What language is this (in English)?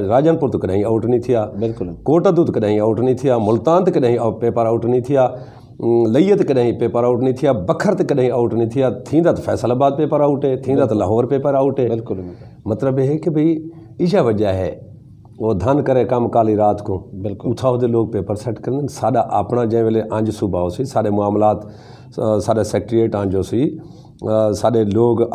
Saraiki